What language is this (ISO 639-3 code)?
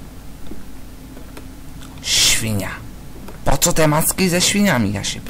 pol